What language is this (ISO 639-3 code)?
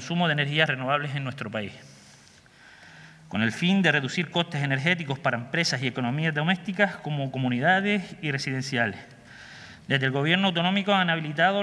spa